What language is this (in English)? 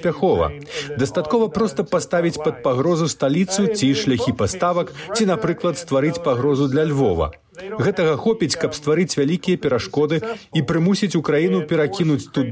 Belarusian